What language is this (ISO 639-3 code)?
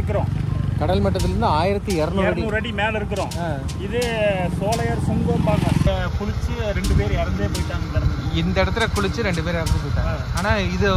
tam